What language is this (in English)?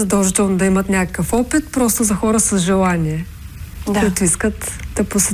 Bulgarian